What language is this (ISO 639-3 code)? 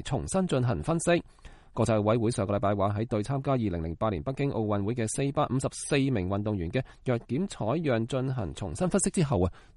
yue